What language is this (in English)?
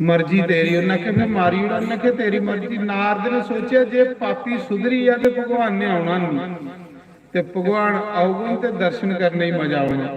Dogri